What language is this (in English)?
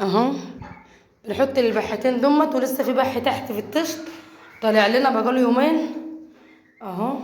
Egyptian Arabic